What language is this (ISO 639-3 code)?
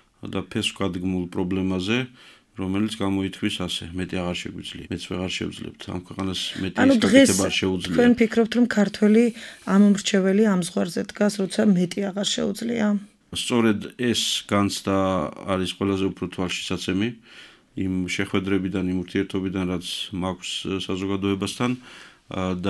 kat